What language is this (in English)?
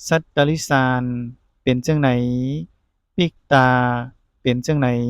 Shan